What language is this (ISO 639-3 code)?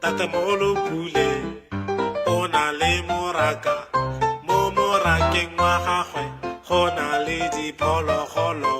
tsn